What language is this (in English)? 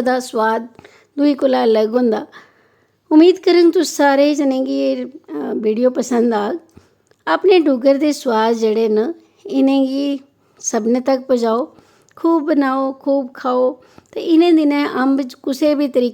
Dogri